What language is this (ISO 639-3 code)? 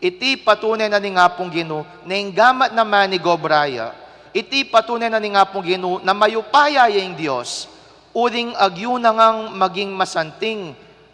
pam